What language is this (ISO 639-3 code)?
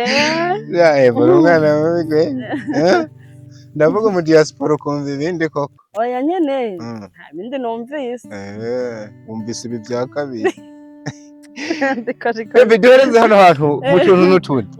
run